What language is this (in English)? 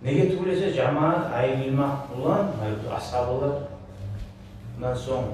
Kumyk